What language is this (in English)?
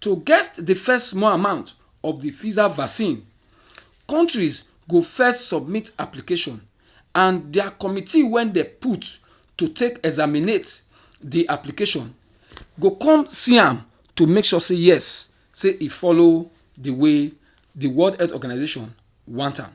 Nigerian Pidgin